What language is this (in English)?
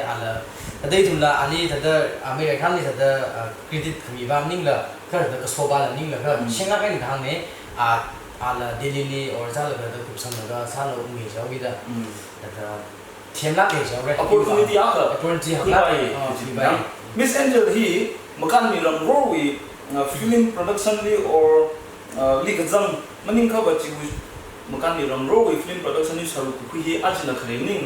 Tangkhul Naga (India)